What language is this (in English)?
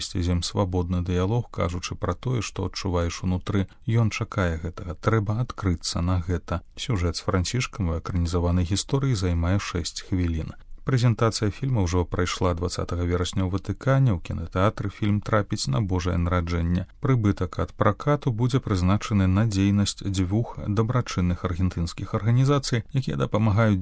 Belarusian